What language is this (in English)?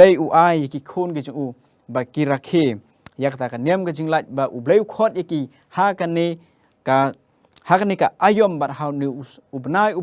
Khasi